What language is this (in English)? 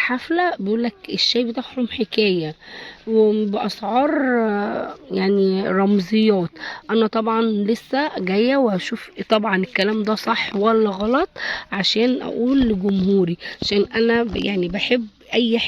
Egyptian Arabic